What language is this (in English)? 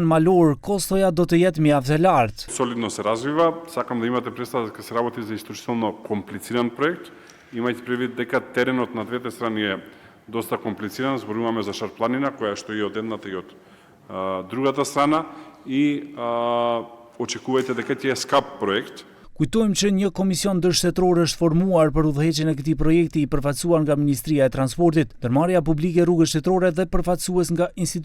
Albanian